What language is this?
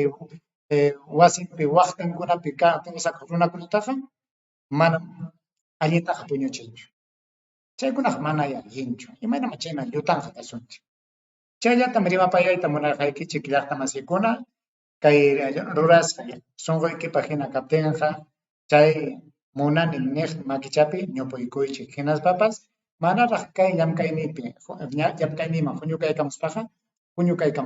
Ayacucho Quechua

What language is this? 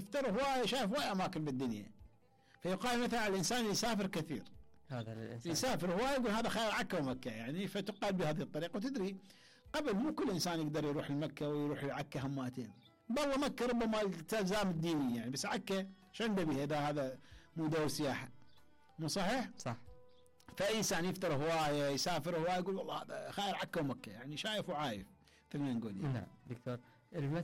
Mesopotamian Arabic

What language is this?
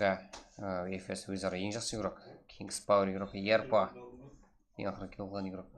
Kara-Kalpak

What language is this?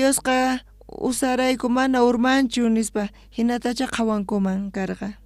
South Bolivian Quechua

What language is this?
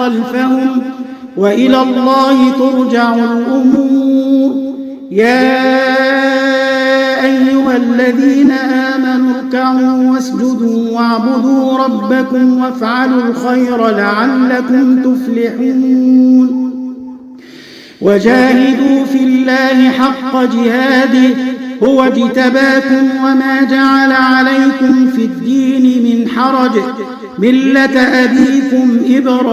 Arabic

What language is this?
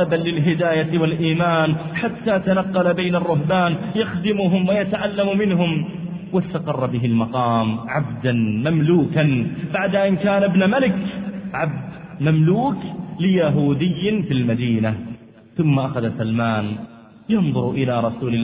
Arabic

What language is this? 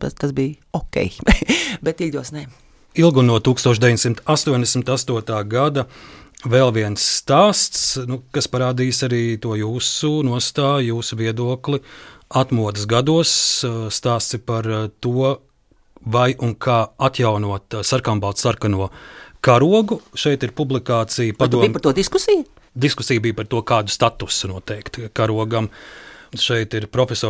Latvian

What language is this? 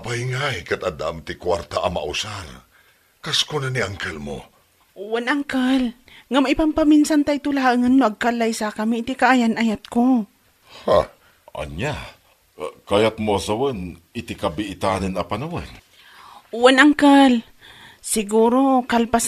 Iloko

